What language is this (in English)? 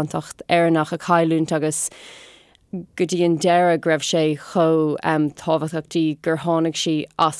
Irish